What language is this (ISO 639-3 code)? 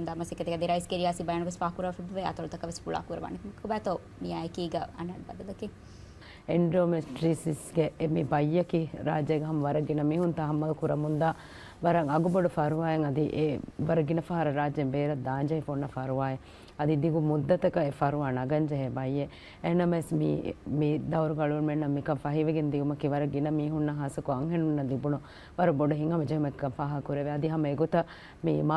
div